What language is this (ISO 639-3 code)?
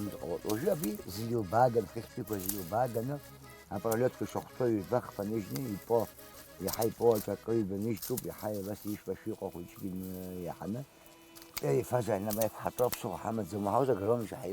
abk